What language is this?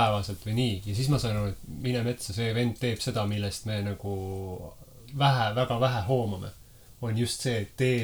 Estonian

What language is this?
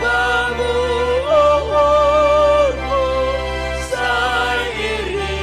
Batak Simalungun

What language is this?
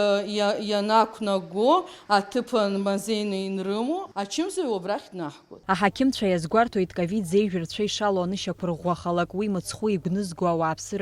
Abkhazian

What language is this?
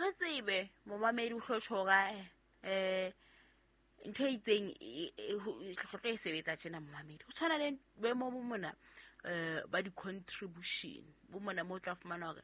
Southern Sotho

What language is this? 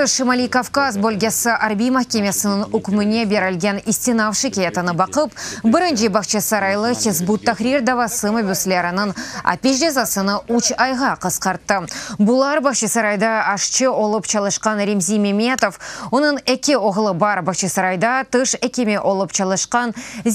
Crimean Tatar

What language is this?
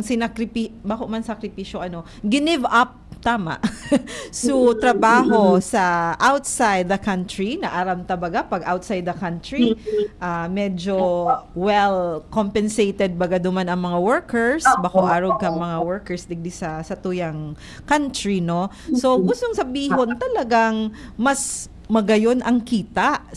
Bikol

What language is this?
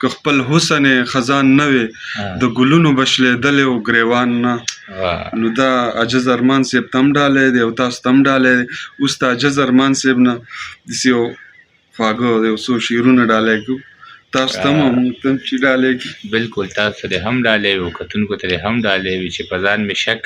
Pashto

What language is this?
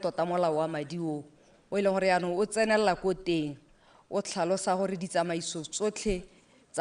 Tswana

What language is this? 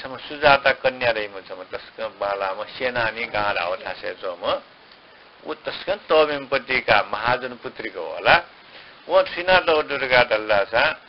Newari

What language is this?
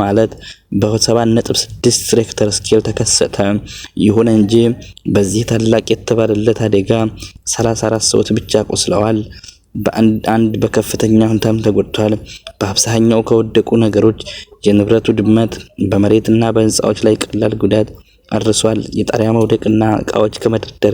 Amharic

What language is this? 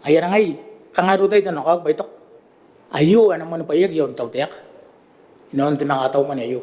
Gilbertese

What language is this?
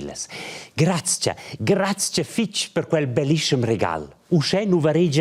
Romansh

